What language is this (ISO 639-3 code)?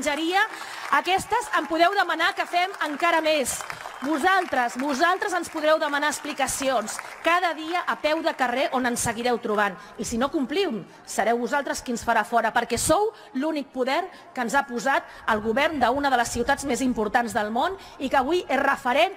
cat